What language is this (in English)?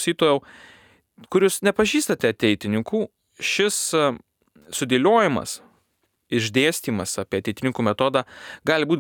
Lithuanian